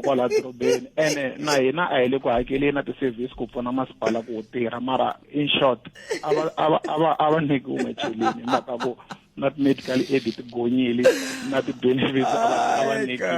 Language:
Tsonga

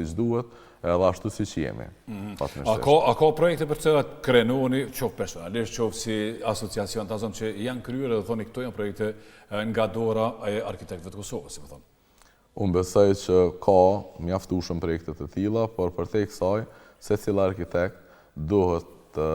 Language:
Albanian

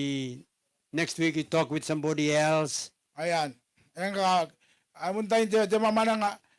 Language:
Gilbertese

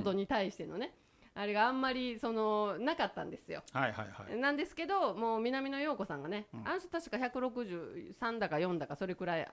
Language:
Japanese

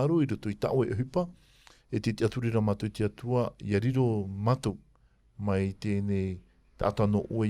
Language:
Tahitian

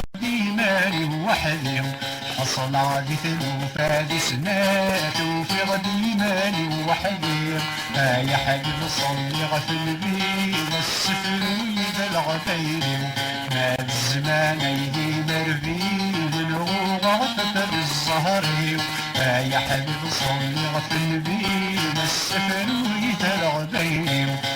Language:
Kabyle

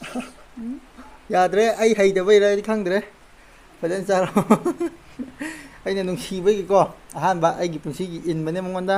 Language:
Manipuri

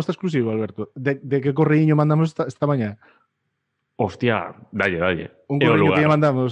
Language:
Galician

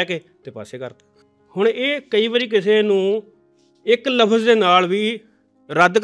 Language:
Punjabi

